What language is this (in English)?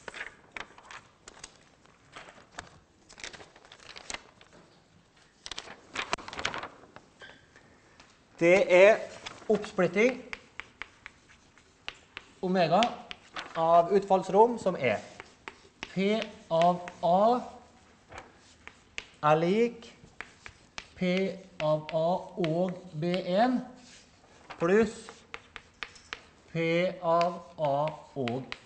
Norwegian